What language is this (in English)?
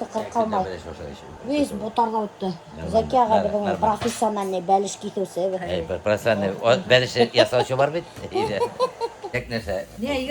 Bashkir